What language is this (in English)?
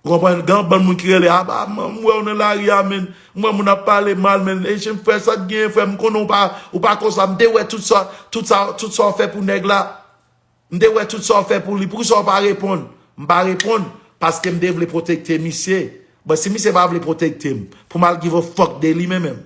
Haitian Creole